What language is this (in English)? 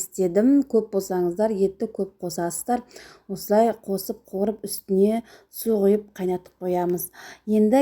Kazakh